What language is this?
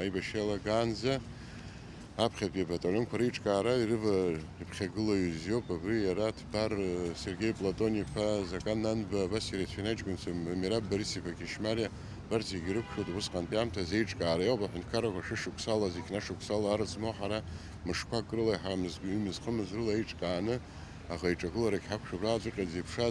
Abkhazian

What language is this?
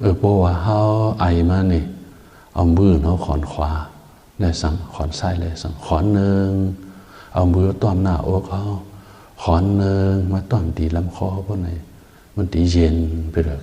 Shan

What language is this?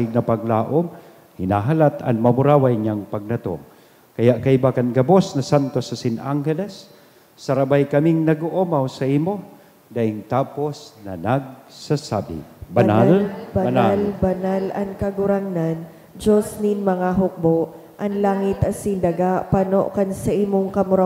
Bikol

